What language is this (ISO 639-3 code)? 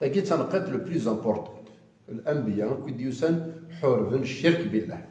kab